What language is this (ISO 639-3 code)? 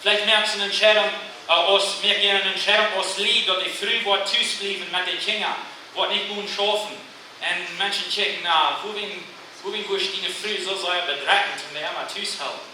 pdt